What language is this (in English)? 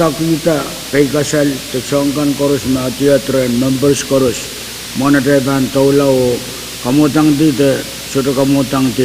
Pohnpeian